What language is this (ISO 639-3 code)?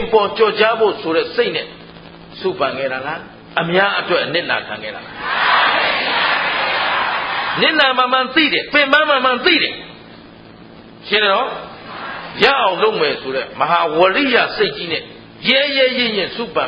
mya